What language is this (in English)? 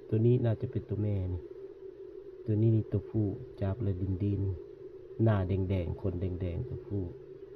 Lao